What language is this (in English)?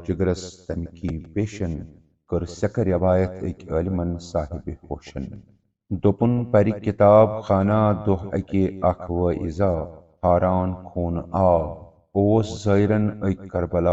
Kashmiri